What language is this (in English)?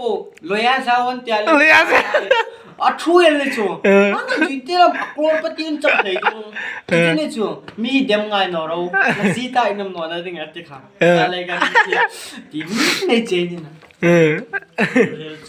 Hmar